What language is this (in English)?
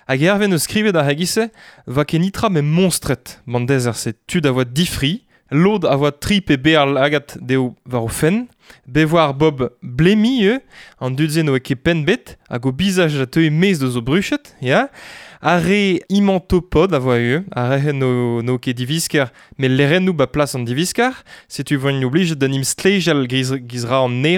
Breton